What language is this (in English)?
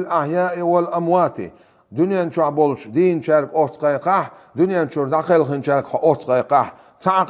Chechen